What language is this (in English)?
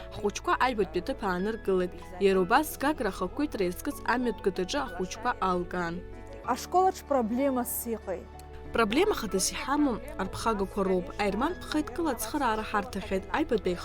Abkhazian